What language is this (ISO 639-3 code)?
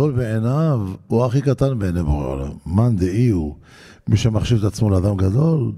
heb